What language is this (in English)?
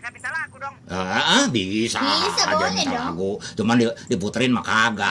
Betawi